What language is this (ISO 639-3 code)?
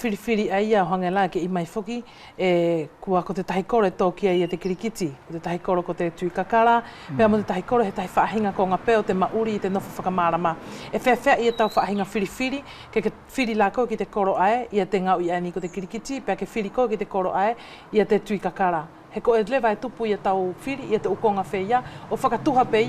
wls